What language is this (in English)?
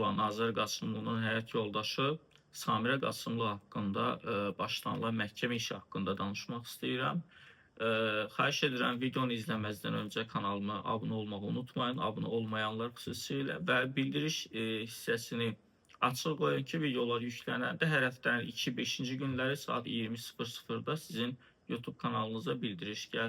Azerbaijani